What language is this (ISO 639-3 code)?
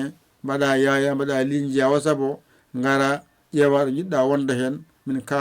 ful